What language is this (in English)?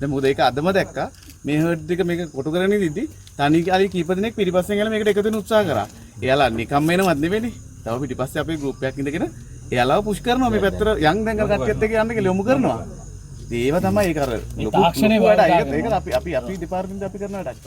Sinhala